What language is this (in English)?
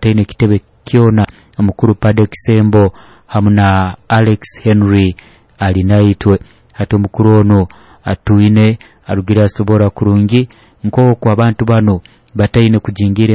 Nyoro